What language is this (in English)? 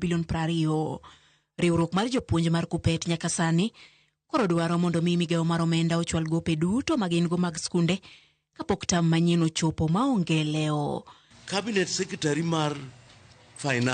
Luo (Kenya and Tanzania)